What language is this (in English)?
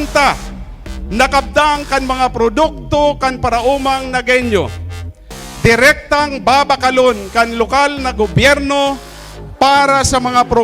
Bikol